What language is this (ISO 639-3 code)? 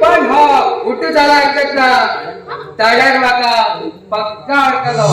kok